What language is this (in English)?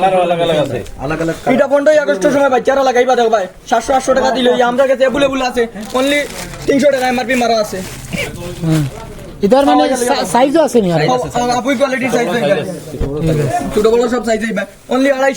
Sylheti